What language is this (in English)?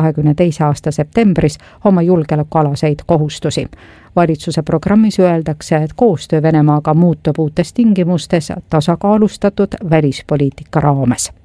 Estonian